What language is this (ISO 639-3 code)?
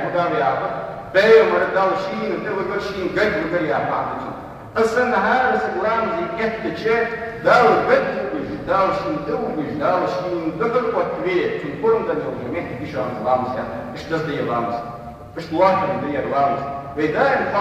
inh